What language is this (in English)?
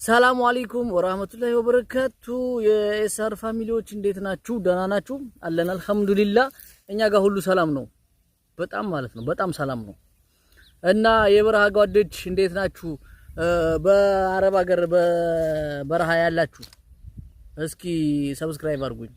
Amharic